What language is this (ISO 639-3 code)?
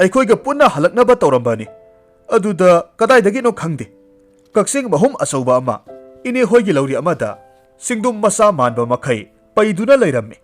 mni